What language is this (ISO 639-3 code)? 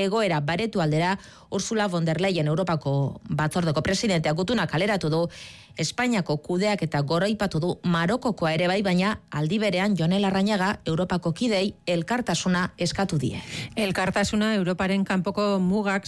eus